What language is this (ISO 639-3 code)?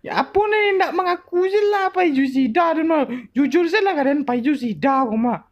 min